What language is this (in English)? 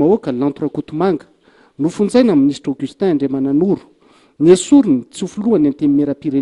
Malagasy